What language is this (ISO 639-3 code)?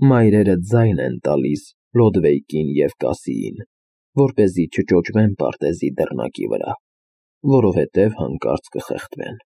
hye